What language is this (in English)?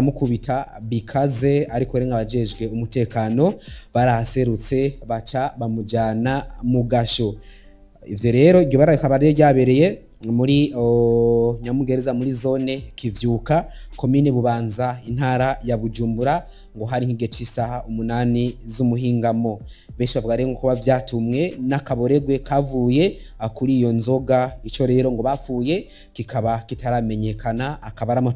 Rundi